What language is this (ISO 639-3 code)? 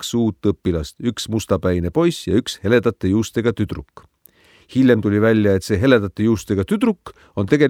est